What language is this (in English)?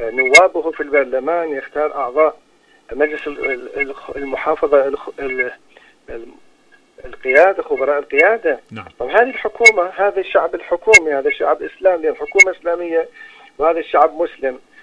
Arabic